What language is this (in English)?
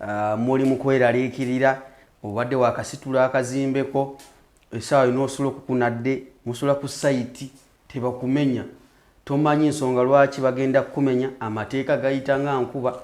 Ganda